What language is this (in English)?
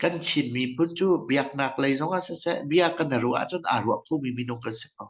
Hakha Chin